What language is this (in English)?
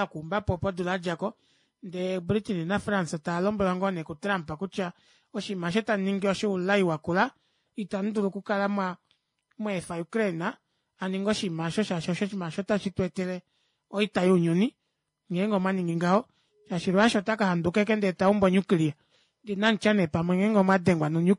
Kuanyama